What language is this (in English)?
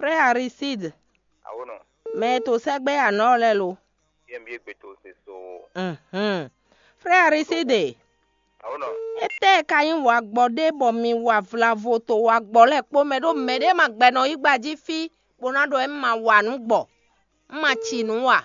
Fon